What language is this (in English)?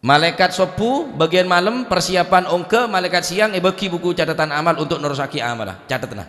Madurese